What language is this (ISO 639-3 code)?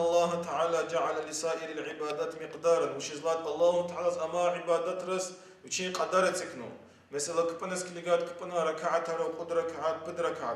lez